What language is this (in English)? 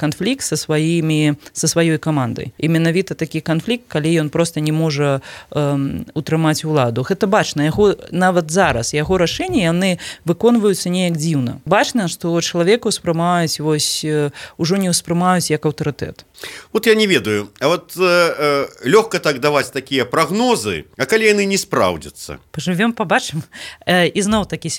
Belarusian